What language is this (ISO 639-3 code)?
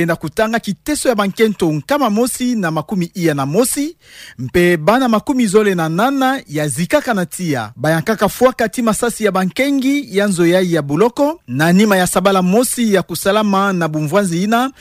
ktu